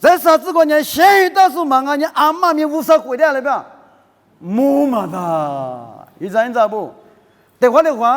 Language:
Lisu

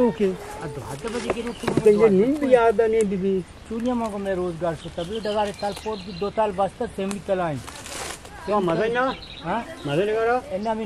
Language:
Eastern Balochi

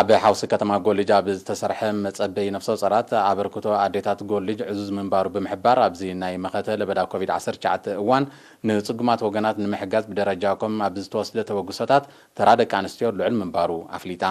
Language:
Tigrinya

